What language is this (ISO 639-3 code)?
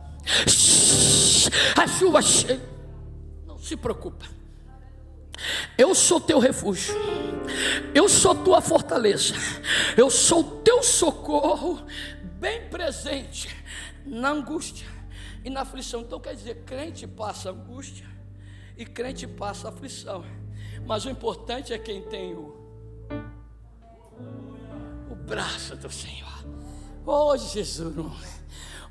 por